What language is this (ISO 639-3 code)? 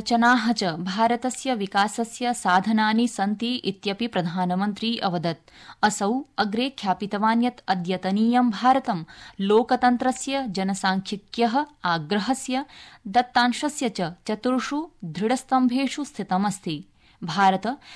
san